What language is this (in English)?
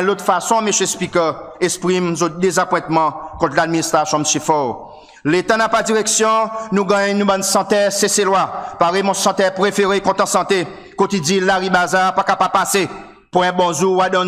Seselwa Creole French